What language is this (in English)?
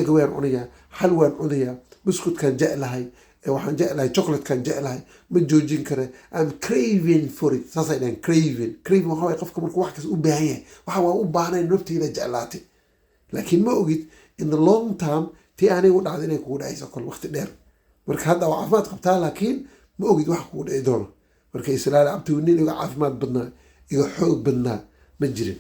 Somali